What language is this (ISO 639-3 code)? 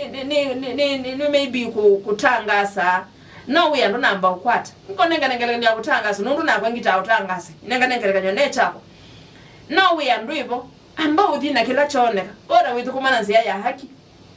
kam